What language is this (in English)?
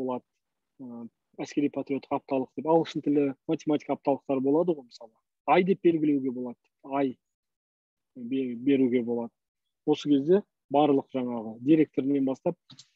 Kazakh